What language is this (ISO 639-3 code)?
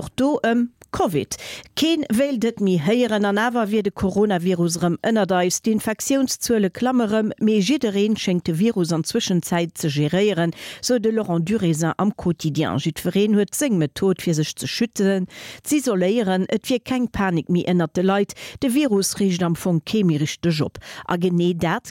ltz